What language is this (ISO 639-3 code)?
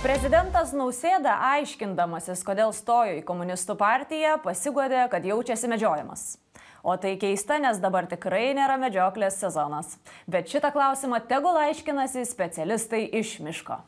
lit